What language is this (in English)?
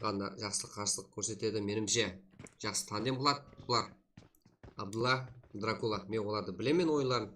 Kara-Kalpak